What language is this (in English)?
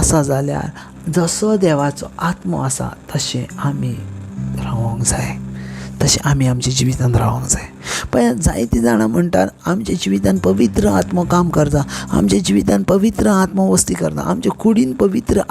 Konkani